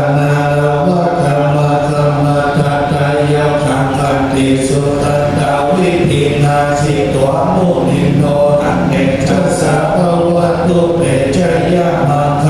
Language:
Pali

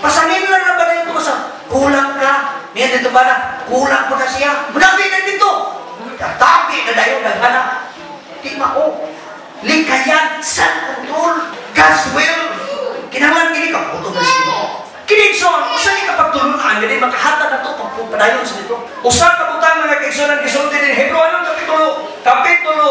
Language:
Cebuano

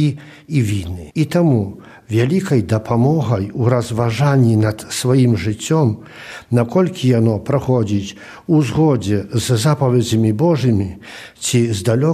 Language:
Belarusian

